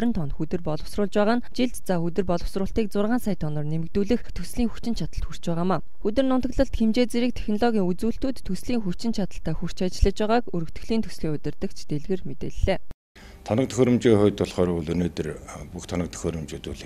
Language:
Mongolian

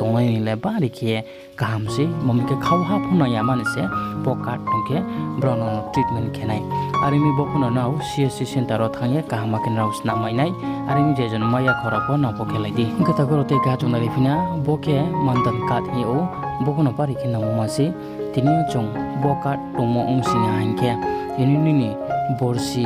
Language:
Riang (India)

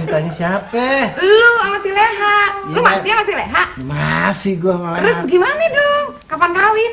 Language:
Betawi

